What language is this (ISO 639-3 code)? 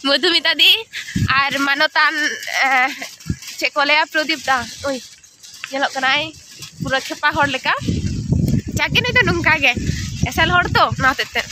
sat